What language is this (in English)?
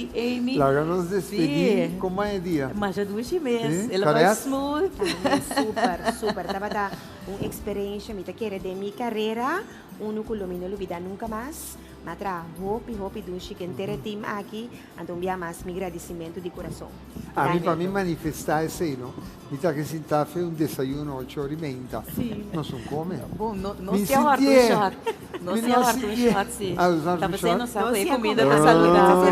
Papiamento